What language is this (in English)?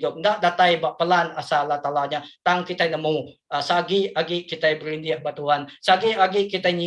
Iban